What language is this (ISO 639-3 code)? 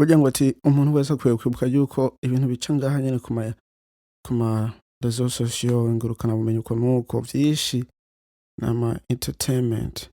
run